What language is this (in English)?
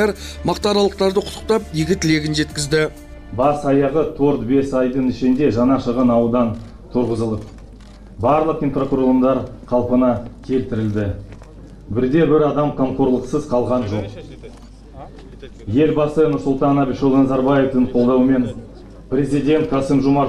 Kazakh